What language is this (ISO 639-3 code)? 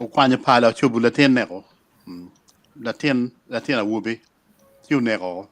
ach